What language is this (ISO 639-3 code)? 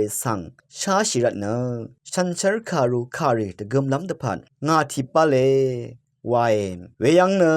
raw